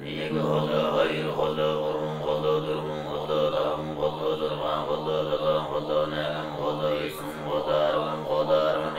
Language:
Mongolian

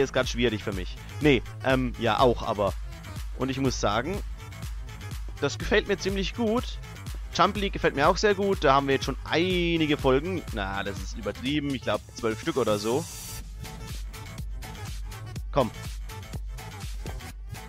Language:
German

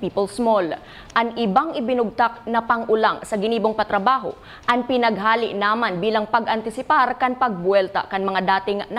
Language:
Bikol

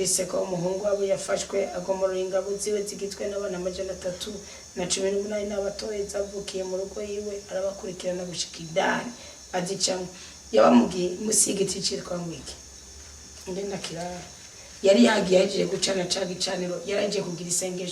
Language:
Rundi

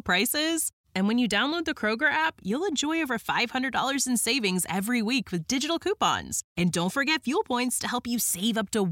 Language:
English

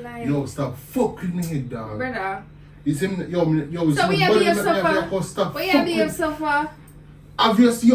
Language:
Jamaican Creole English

